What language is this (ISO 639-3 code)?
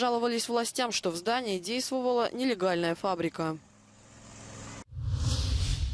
rus